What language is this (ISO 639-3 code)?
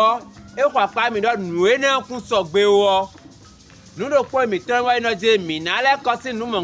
fon